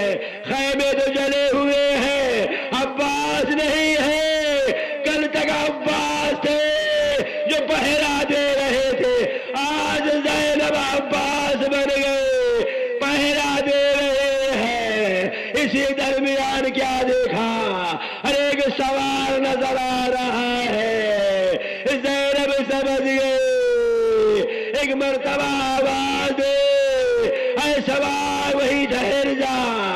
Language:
Urdu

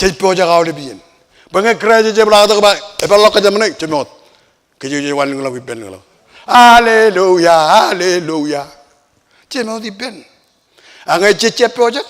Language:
Marshallese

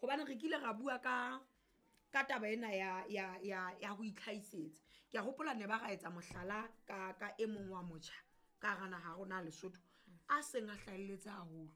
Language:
Southern Sotho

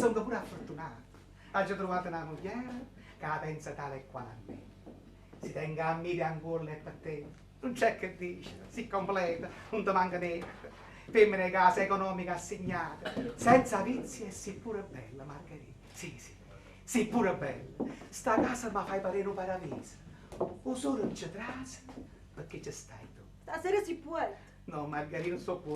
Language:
Neapolitan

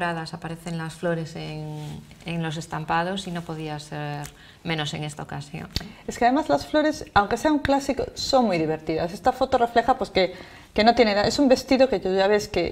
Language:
Spanish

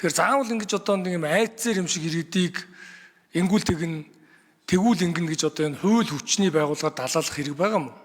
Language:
Mongolian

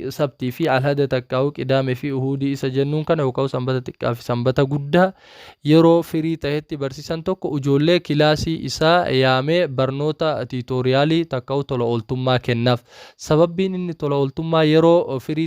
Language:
Oromo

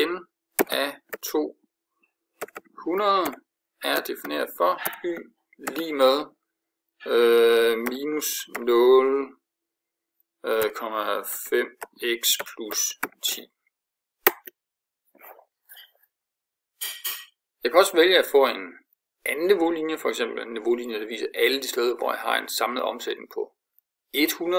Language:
Danish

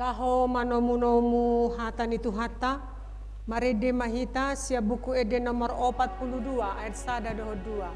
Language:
Batak Toba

